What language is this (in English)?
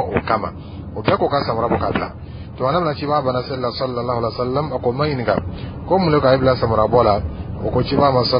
Dyula